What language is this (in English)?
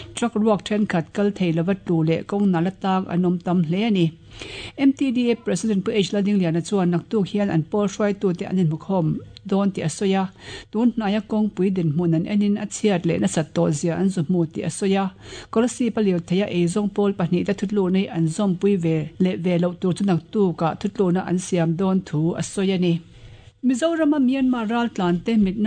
Mizo